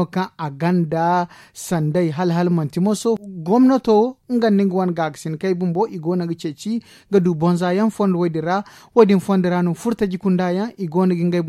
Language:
Zarma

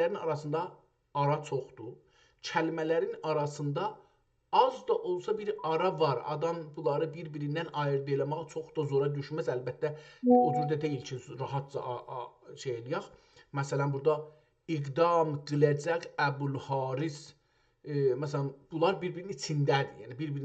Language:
South Azerbaijani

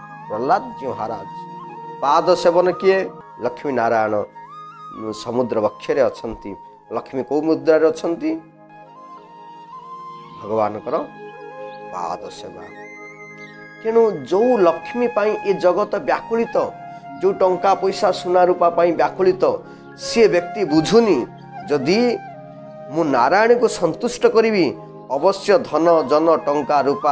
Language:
Odia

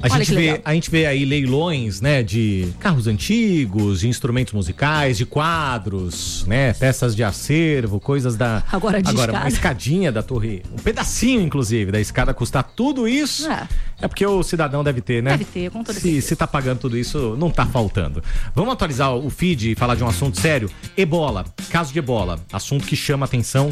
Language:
Portuguese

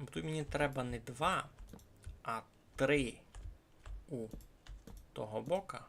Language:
Rusyn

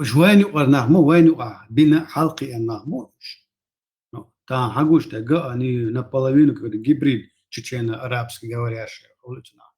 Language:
Chechen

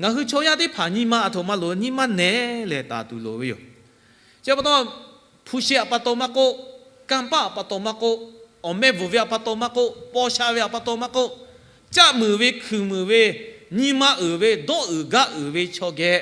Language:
Lahu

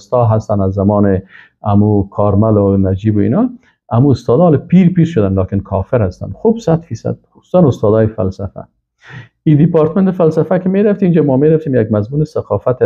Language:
Persian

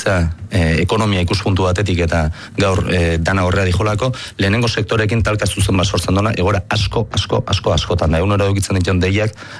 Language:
Basque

